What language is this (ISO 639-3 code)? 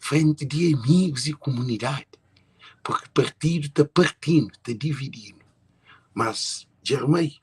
kea